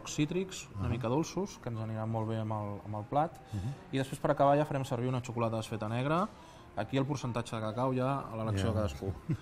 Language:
Catalan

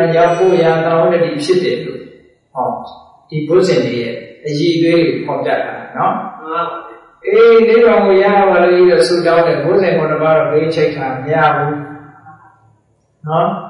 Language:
Burmese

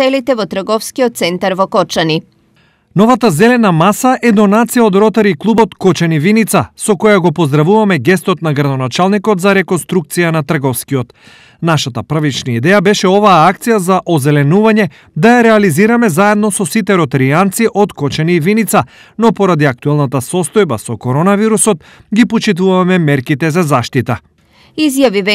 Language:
Macedonian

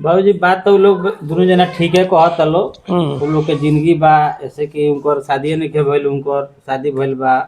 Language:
Bhojpuri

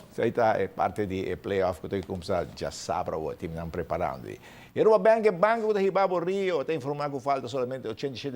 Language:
Papiamento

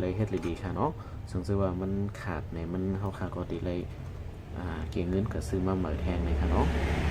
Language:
Shan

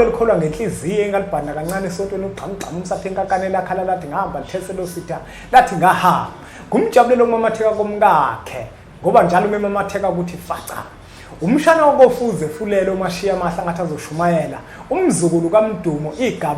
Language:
Zulu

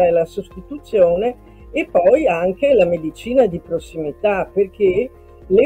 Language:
Italian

